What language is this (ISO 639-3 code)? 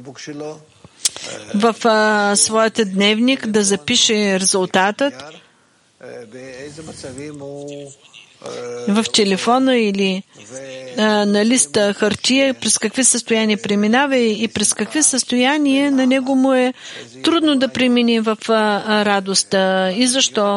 bul